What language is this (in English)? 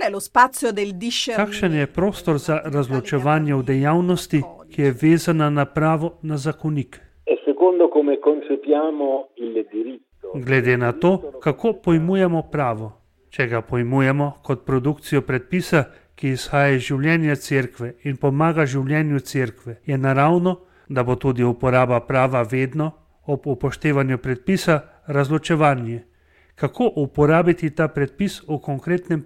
Slovenian